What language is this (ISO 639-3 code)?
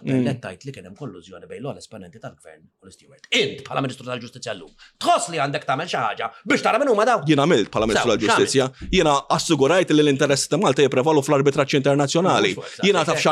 mlt